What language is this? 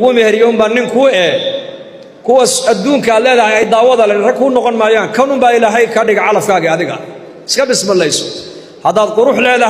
Somali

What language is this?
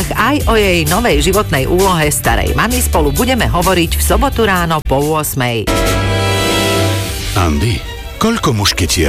Slovak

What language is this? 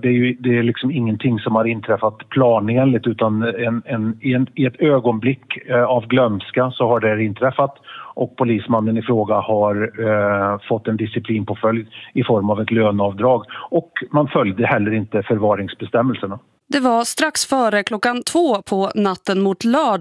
Swedish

